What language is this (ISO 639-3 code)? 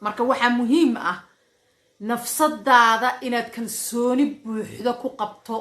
som